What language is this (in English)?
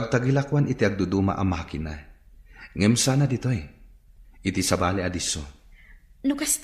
Iloko